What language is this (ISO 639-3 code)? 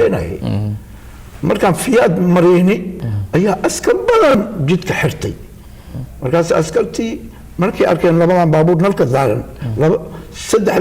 som